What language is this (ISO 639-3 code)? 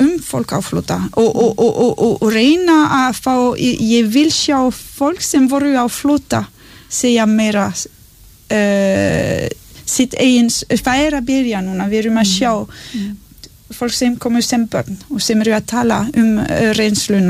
isl